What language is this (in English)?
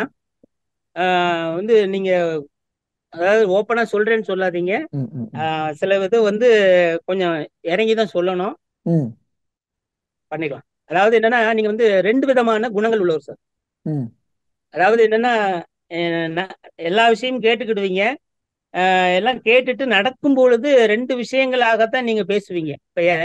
Tamil